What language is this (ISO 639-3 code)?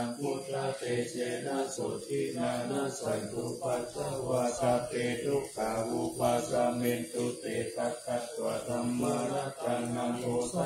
pli